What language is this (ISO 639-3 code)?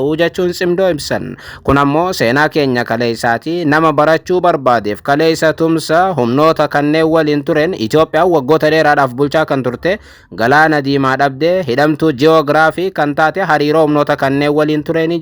orm